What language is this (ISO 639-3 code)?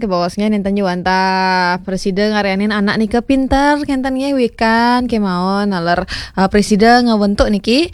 ban